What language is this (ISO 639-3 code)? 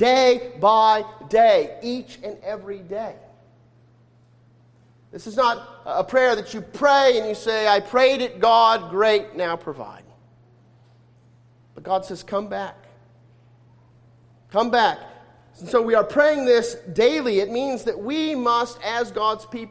eng